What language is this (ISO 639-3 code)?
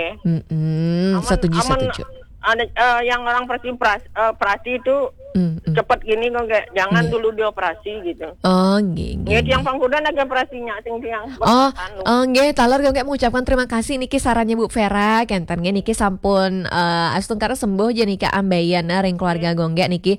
ban